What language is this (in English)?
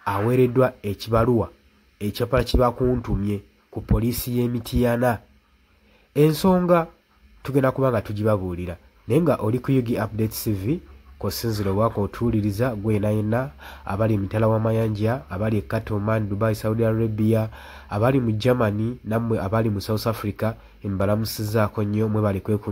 Ganda